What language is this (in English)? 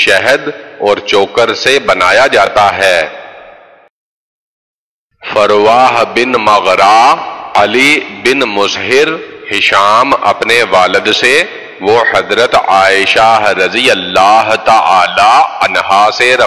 Urdu